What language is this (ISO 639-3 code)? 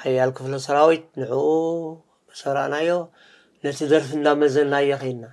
tir